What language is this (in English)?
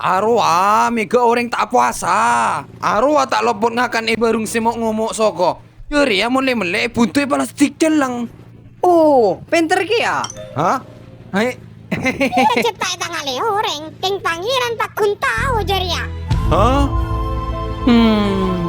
Madurese